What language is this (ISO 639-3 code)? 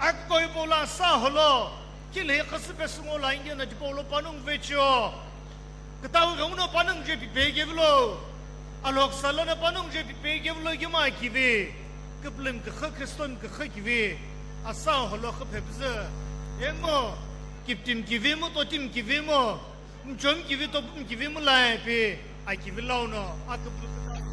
nsm